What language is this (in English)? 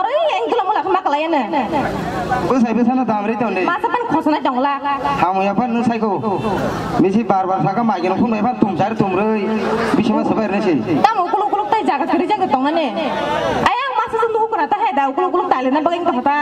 Kok Borok